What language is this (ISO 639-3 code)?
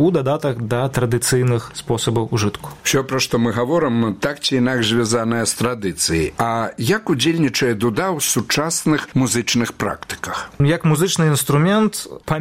bel